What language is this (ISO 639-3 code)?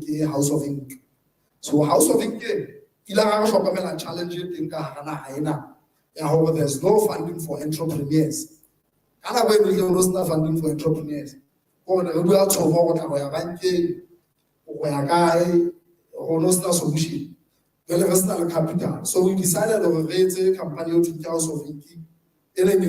sot